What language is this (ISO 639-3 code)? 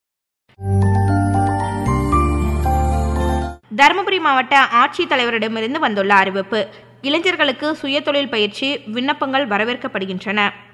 tam